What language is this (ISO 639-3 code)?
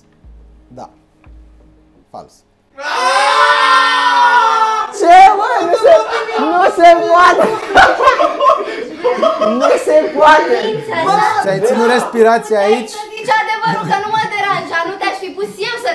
ron